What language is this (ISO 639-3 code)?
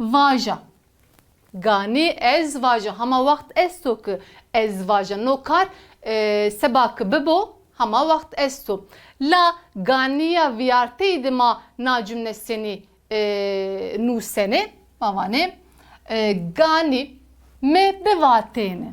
zza